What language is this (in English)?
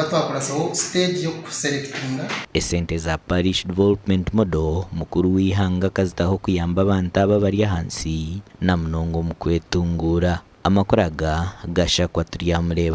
Nyankole